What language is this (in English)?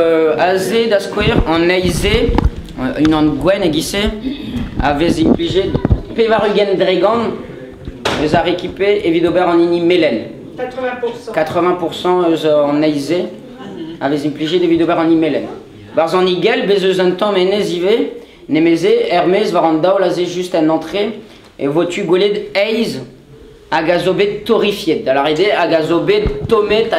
Breton